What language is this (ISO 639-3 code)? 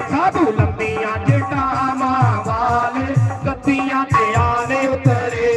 doi